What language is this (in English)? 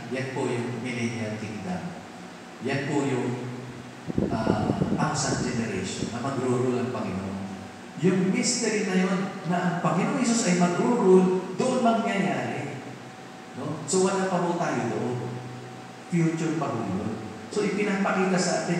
Filipino